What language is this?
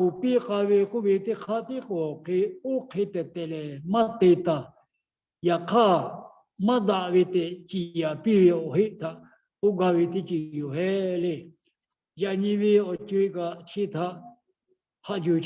Lahu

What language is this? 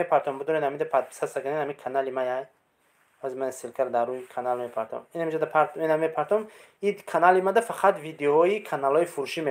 Tajik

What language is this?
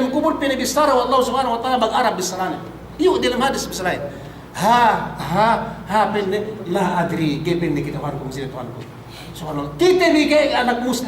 Yakan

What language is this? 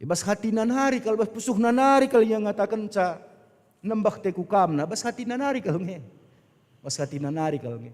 Batak Karo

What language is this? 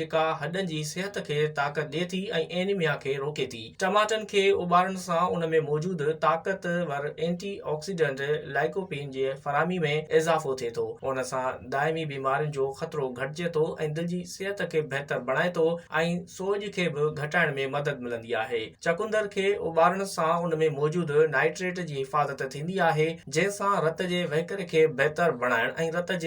Sindhi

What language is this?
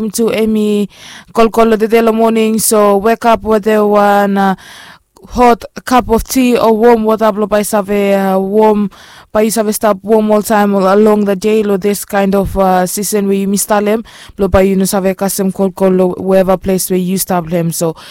Bislama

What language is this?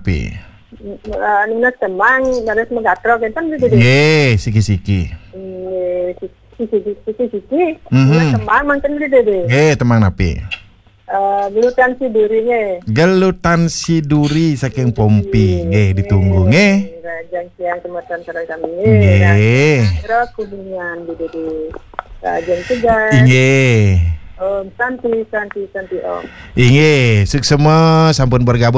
Balinese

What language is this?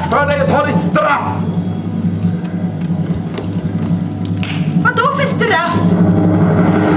Swedish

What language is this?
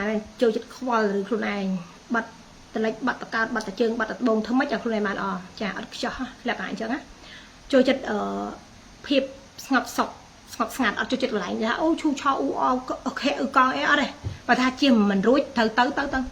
Khmer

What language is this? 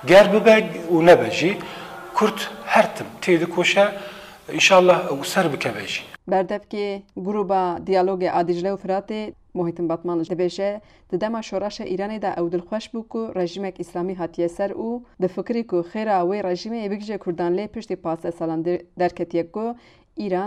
Kurdish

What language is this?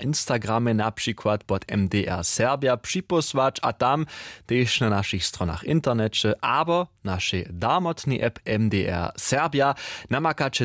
Upper Sorbian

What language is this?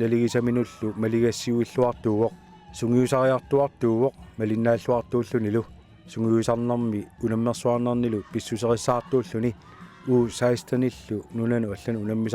Kalaallisut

